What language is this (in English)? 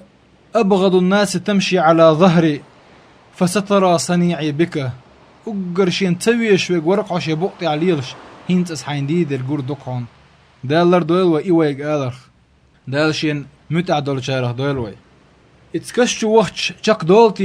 Chechen